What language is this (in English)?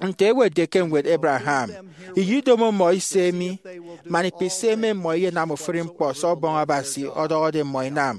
Efik